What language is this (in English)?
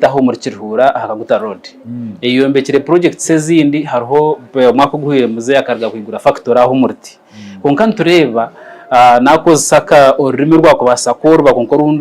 Nyankole